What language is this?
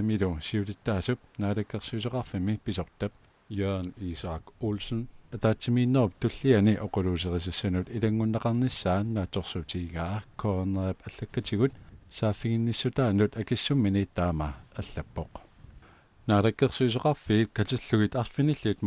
Kalaallisut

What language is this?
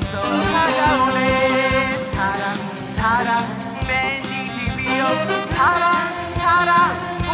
Korean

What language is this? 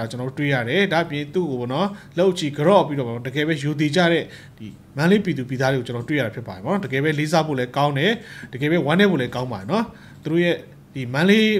Burmese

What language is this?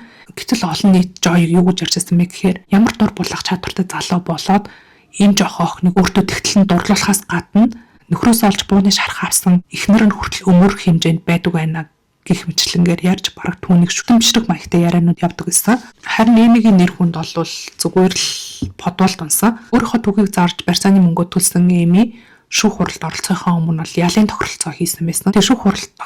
Mongolian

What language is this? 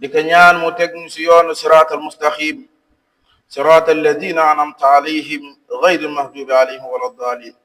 Wolof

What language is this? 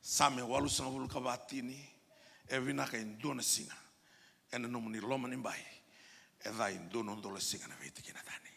Fijian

